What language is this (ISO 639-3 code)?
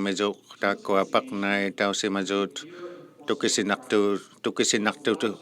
iku